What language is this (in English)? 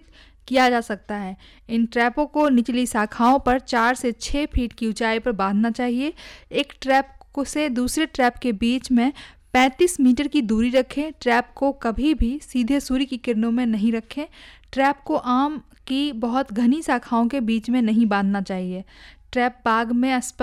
Hindi